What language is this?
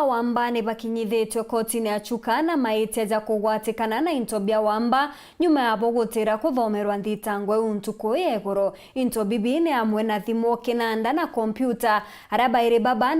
Meru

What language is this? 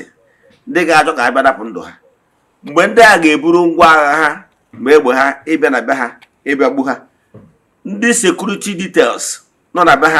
Igbo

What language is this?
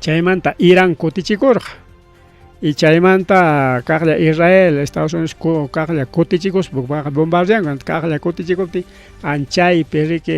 Ayacucho Quechua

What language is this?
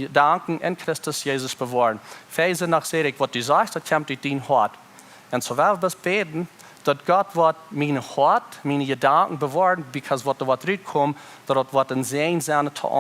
Plautdietsch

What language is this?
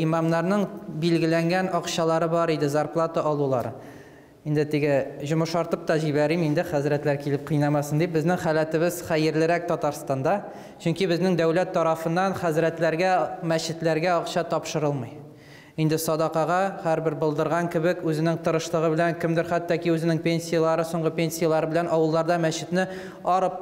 Tatar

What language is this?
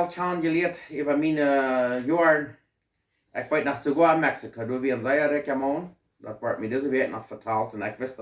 Plautdietsch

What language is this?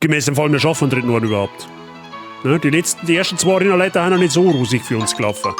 Bavarian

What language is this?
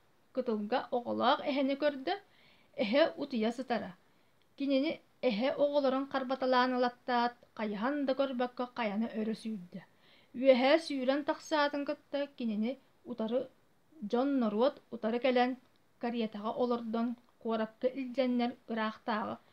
Yakut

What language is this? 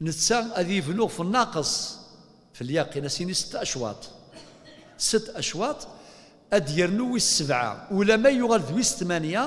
Kabyle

